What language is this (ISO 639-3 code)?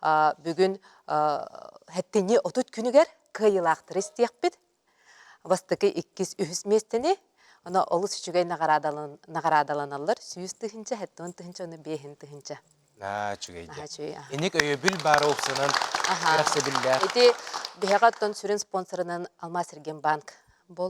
sah